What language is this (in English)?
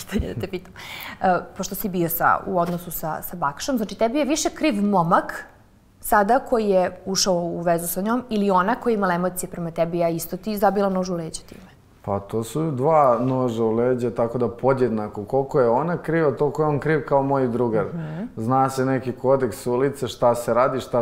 Serbian